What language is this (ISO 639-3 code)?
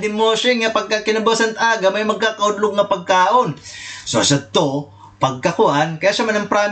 war